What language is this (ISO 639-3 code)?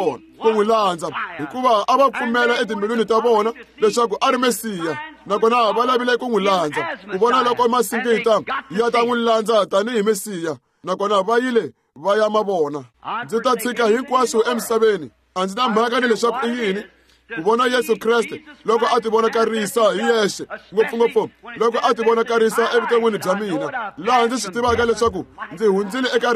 tso